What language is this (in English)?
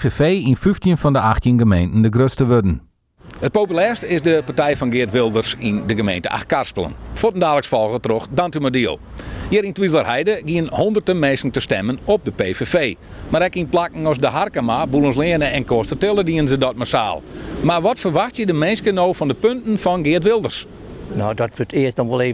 Western Frisian